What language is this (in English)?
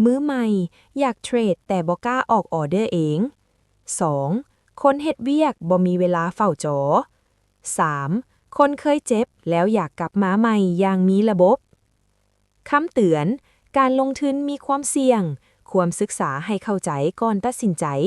Lao